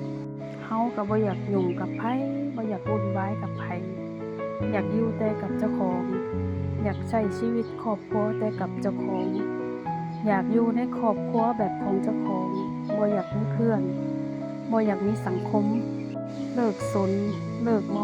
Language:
Lao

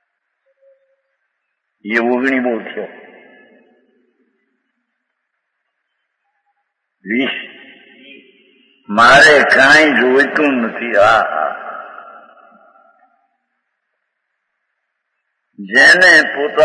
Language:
Gujarati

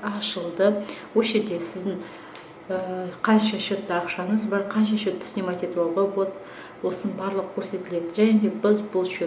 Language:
Kazakh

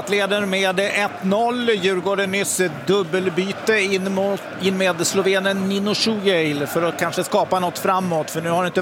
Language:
Swedish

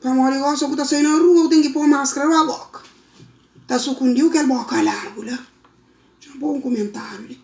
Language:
Kabuverdianu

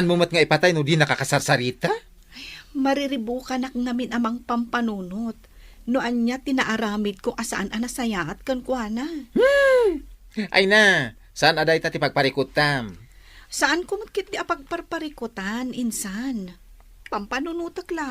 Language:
Iloko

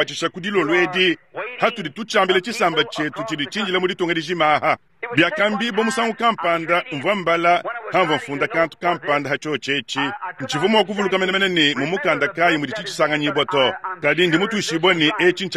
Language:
Luba-Lulua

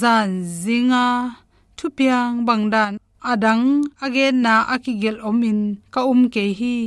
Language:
Tedim Chin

